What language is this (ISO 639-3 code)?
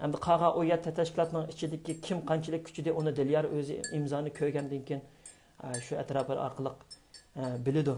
uig